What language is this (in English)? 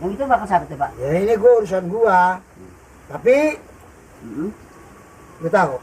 Betawi